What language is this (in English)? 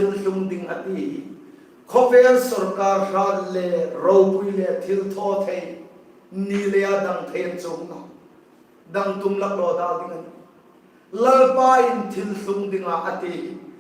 Hmar